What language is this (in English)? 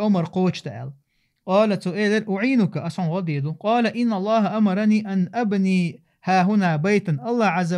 Chechen